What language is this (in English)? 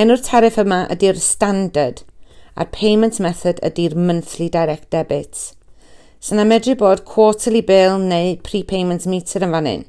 Welsh